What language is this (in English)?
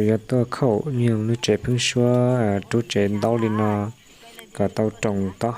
Hmong